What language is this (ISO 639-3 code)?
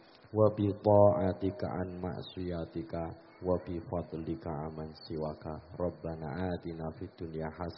jav